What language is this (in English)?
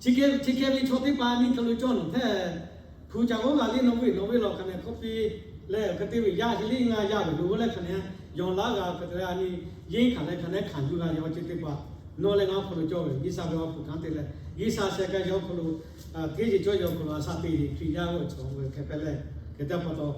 Lahu